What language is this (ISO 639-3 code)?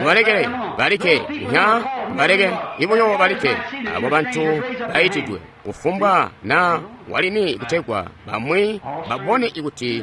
toi